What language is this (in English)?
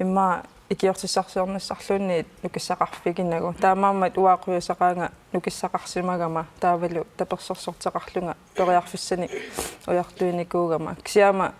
Kalaallisut